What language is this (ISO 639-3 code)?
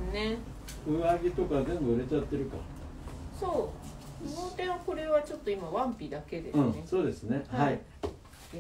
jpn